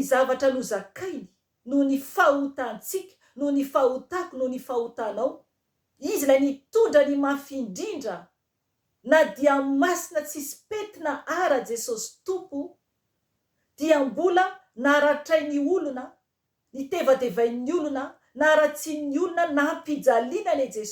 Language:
Malagasy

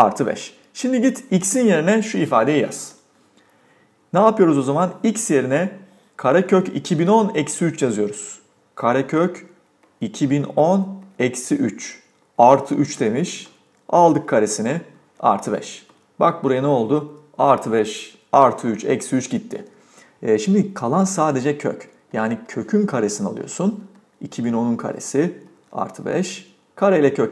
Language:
Turkish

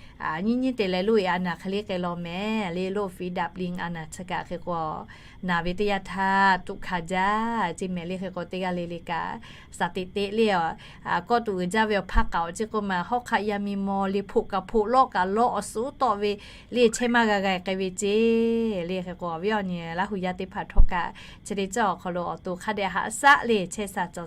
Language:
Lahu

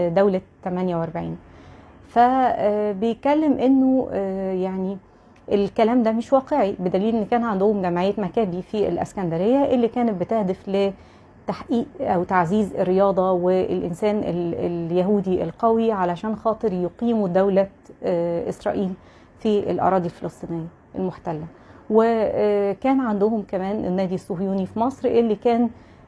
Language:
Egyptian Arabic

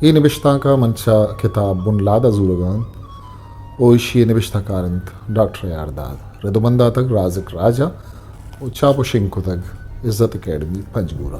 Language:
Eastern Balochi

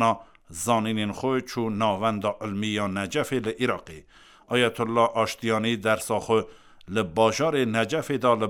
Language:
Kurdish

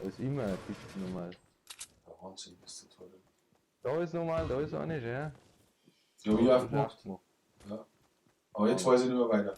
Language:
Bavarian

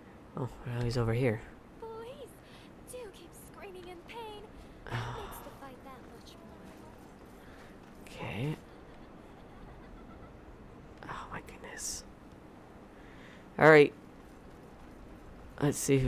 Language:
English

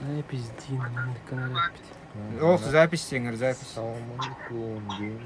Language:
Yakut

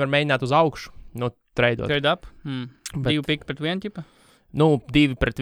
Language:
Latvian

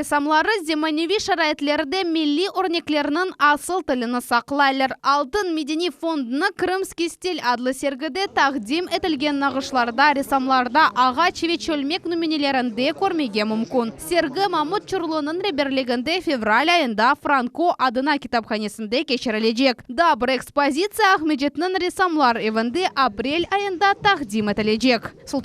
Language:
Crimean Tatar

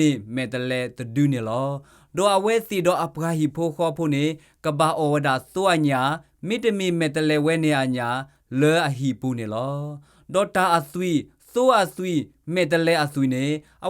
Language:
S'gaw Karen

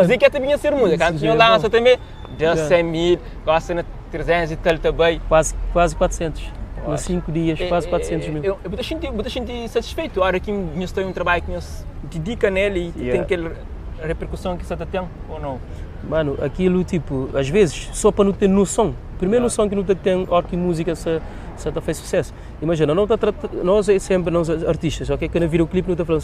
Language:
Kabuverdianu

